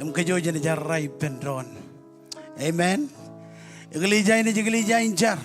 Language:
Marshallese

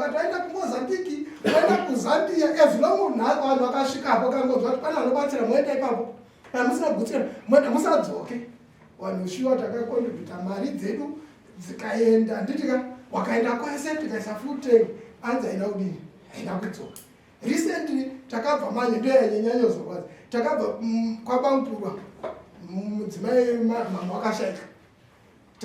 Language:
Shona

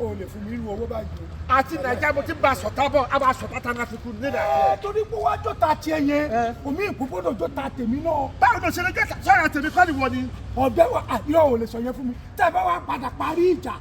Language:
Yoruba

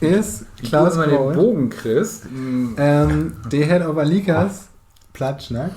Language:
Low German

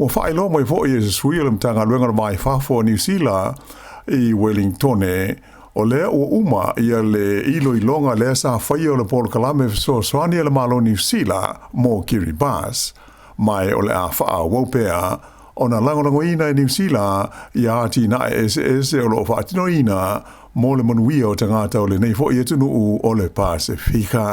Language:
Samoan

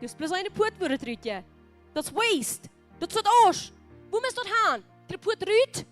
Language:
Plautdietsch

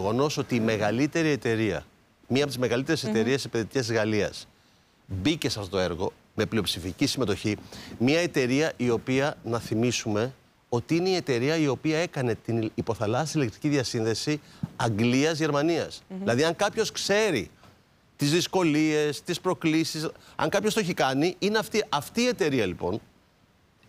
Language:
Greek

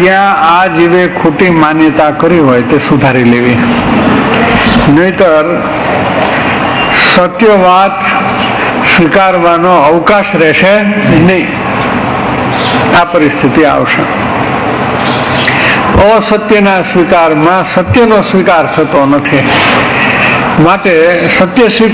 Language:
Gujarati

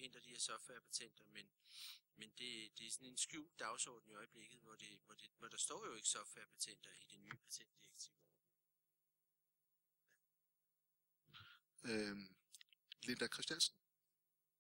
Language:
Danish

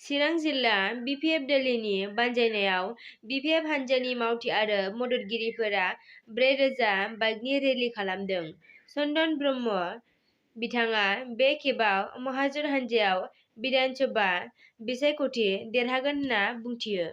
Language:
Bodo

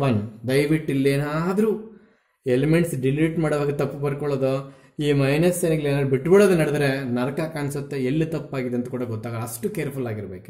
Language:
Kannada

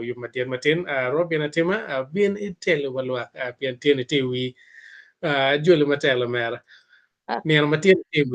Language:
Acoli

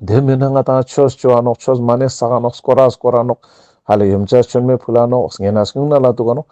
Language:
Ladakhi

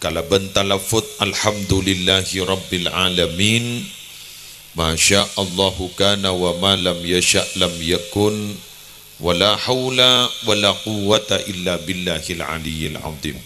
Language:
Madurese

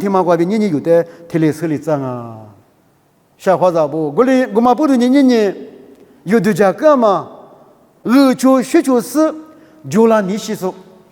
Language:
Lisu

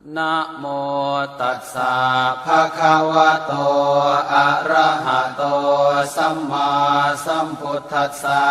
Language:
Pali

